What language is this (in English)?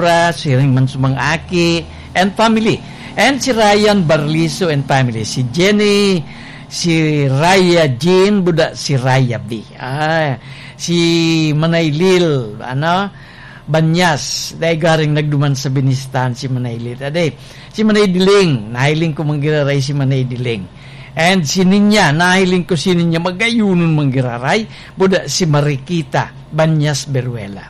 Bikol